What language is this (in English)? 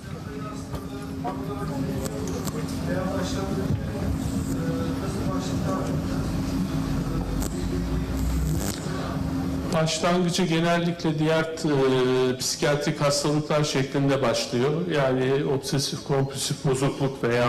Turkish